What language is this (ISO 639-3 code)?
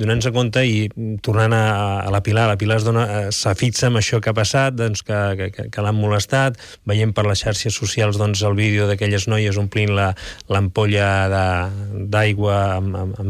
cat